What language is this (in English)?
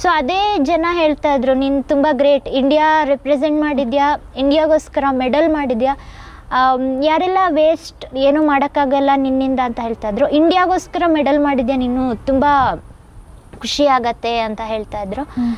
Kannada